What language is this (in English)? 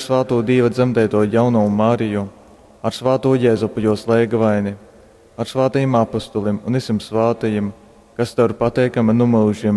Latgalian